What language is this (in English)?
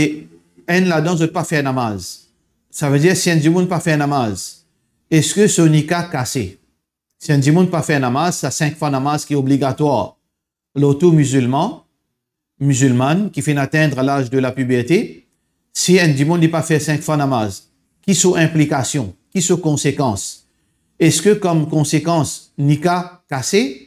Morisyen